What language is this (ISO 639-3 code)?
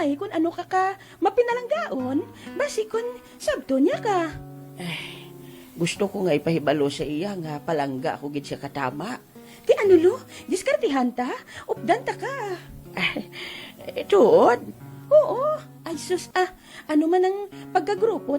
hil